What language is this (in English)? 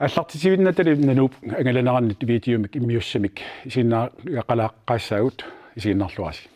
Kalaallisut